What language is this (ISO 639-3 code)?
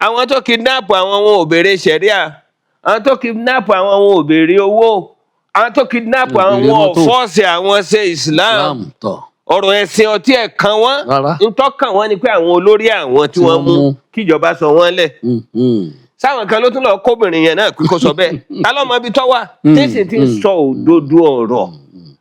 yor